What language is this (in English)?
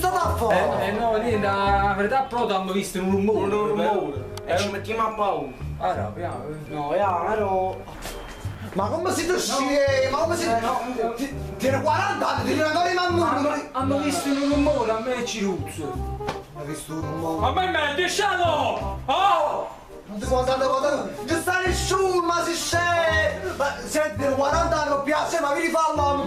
Neapolitan